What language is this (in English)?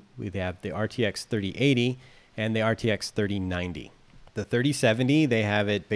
English